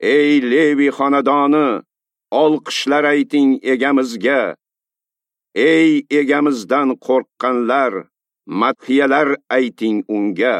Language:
Uzbek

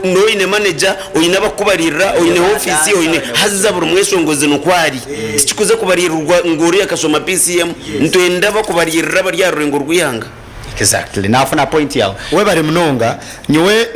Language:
Nyankole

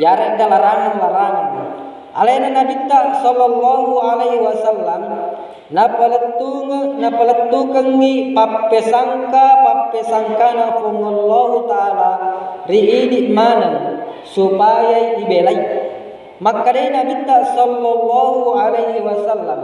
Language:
Buginese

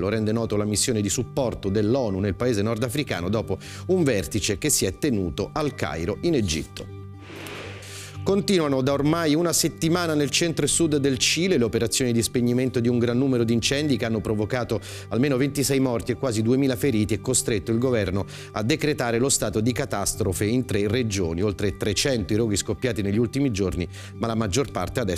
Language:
Italian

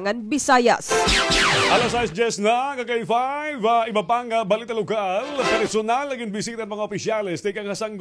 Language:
Waray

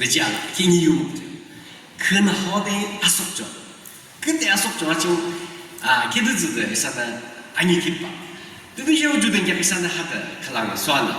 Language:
Yimchungru Naga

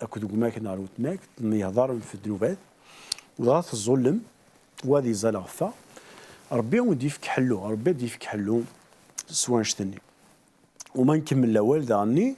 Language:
Kabyle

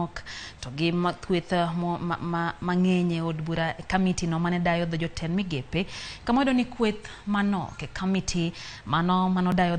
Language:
Luo (Kenya and Tanzania)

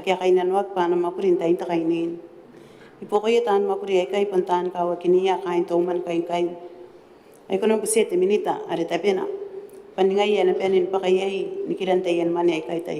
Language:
Gilbertese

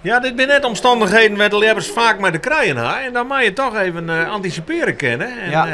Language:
Western Frisian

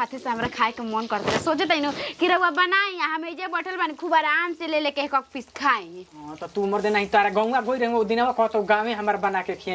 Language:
Bhojpuri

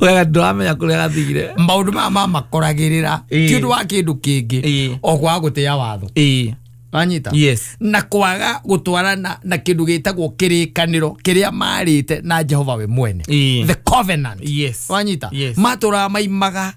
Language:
Kikuyu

